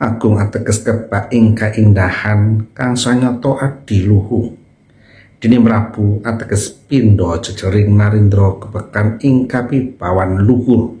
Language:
Javanese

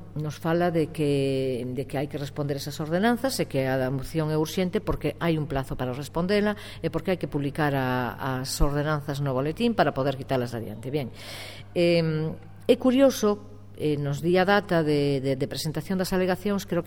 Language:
Galician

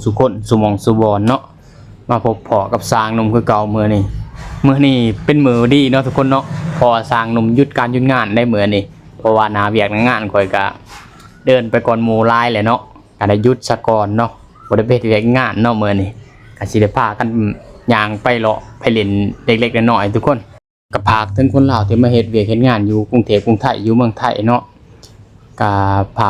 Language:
Lao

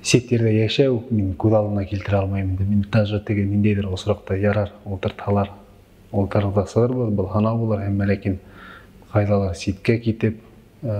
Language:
Bashkir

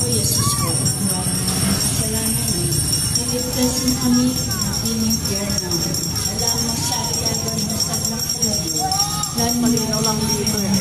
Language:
Pampanga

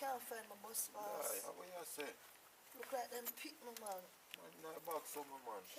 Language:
Jamaican Creole English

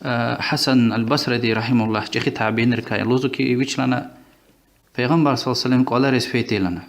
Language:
Lezghian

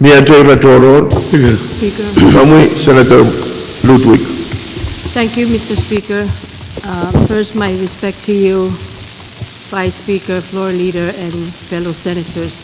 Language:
Pohnpeian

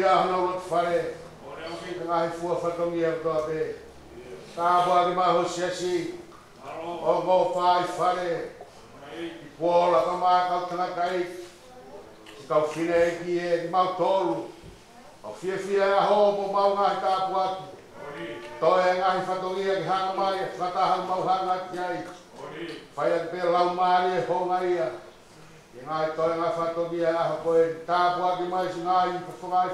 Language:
Tongan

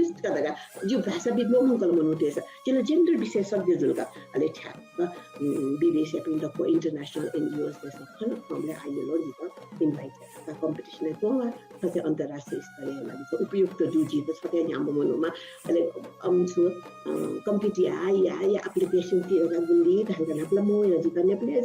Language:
Newari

